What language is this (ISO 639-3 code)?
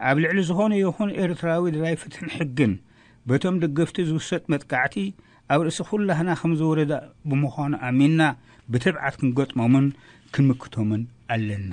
tir